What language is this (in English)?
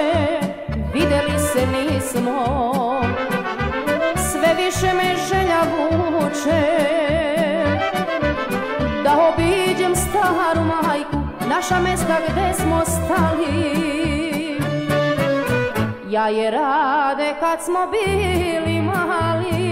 Serbian